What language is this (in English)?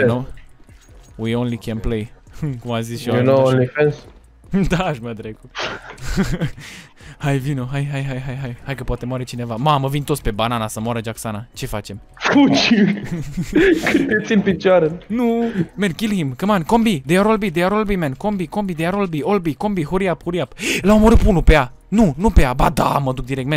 Romanian